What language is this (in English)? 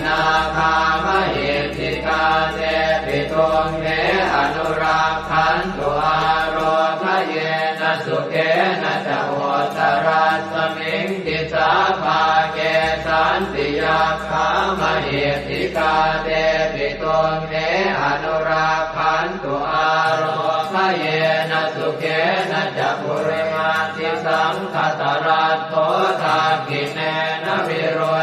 Pali